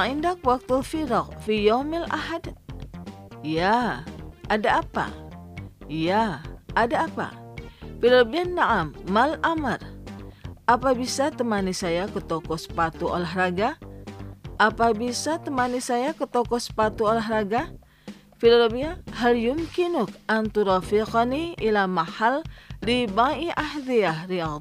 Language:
Indonesian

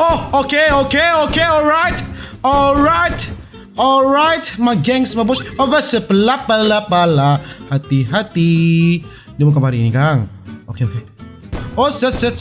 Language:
Manado Malay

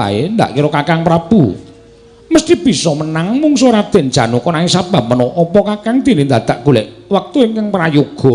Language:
Javanese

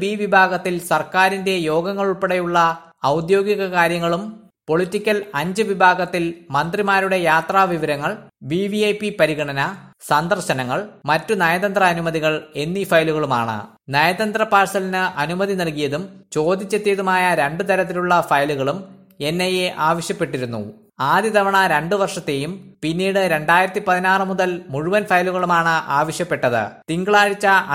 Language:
Malayalam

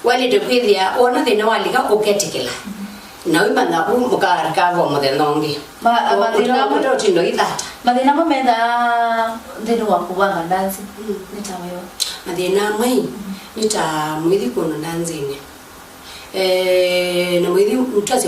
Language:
Kamba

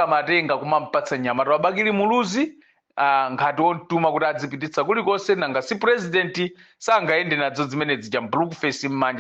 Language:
Nyanja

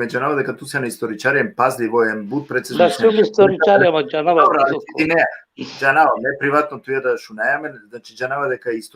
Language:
Balkan Romani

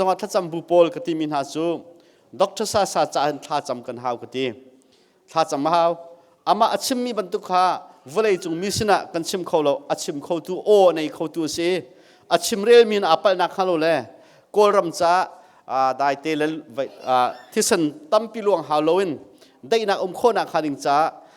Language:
Hakha Chin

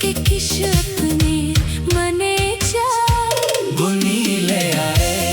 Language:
Dogri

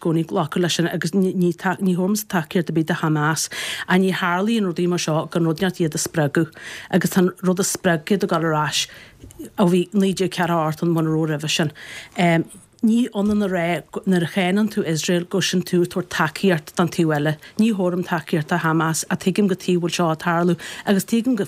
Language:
Irish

